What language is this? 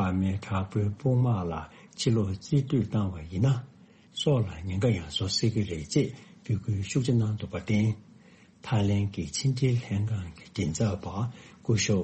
Tibetan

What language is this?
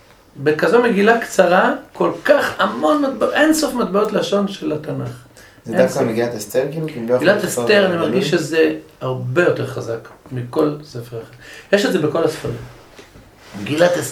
Hebrew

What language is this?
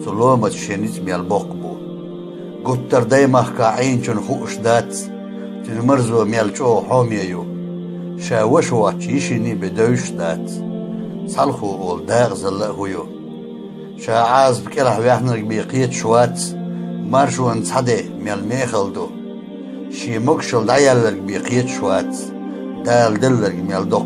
Chechen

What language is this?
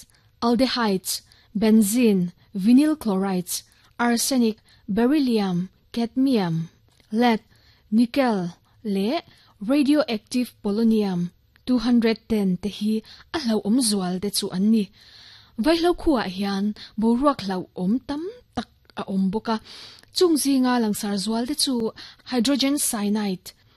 Mizo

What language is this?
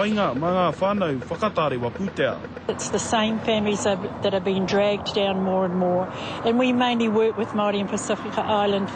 Māori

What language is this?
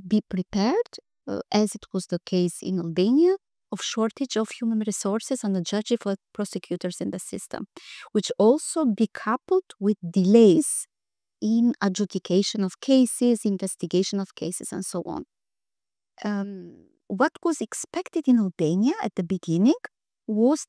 English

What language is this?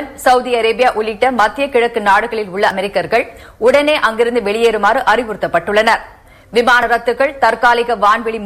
Tamil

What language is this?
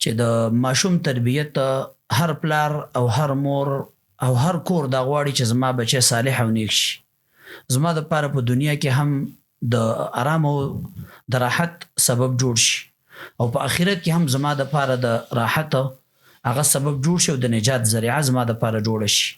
Pashto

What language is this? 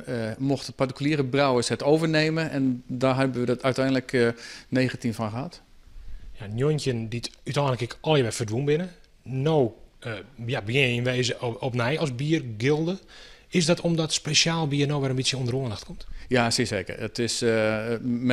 Western Frisian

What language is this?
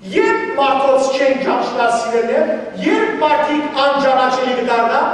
Western Armenian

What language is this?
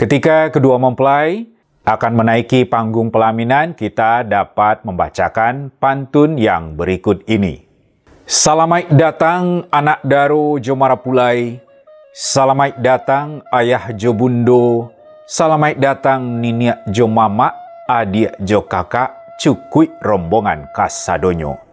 Minangkabau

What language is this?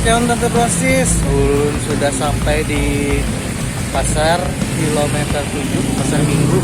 Banjar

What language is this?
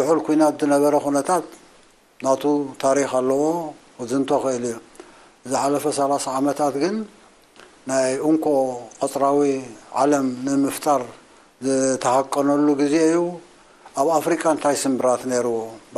Tigrinya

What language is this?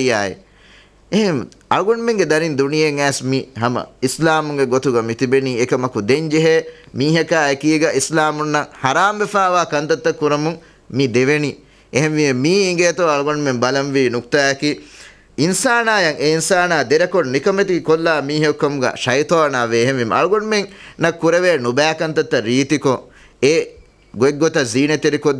Divehi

